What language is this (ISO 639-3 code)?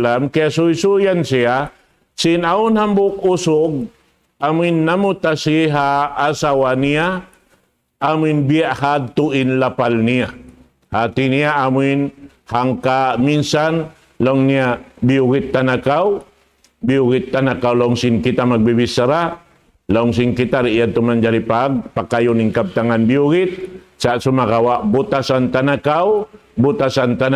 tsg